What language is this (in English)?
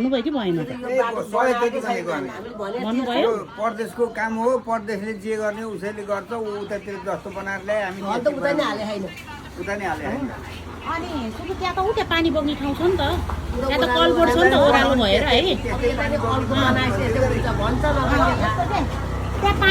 Nepali